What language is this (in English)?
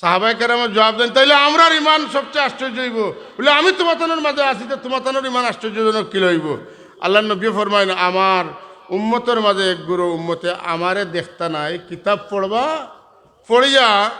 Sylheti